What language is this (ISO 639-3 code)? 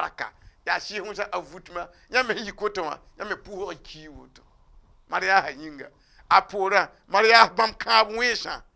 mos